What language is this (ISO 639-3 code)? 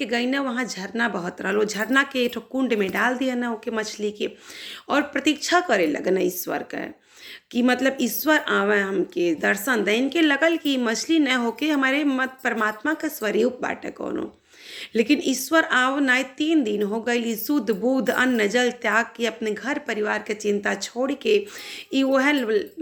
bho